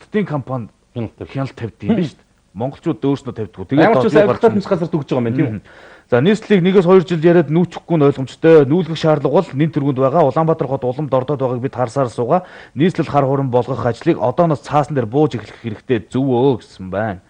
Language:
Mongolian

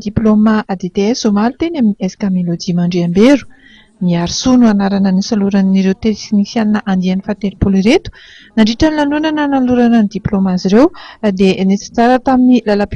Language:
Malagasy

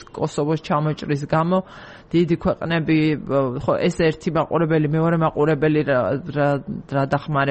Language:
Georgian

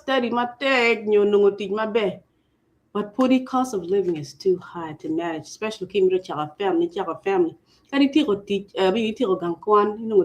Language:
Acoli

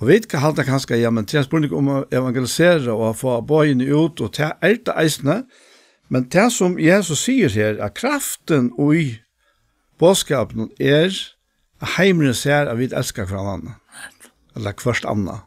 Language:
Faroese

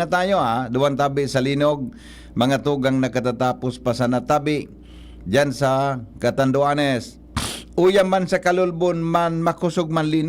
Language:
Bikol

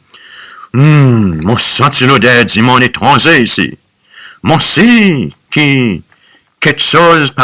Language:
Seselwa Creole French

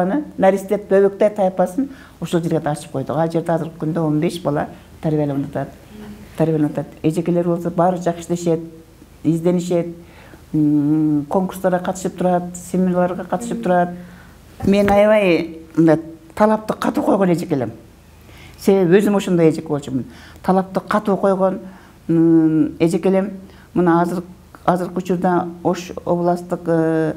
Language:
Kyrgyz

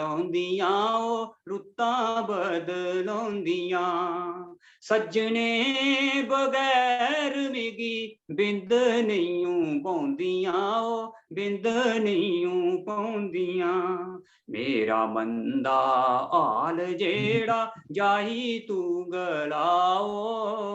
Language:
Dogri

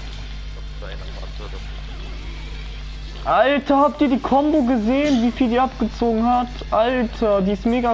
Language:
German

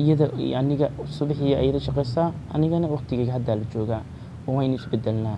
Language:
Somali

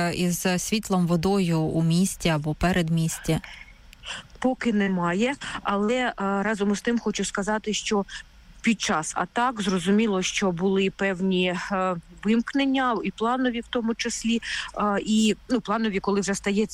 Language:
Ukrainian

